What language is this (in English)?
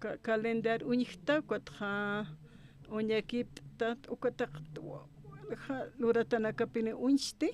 Aymara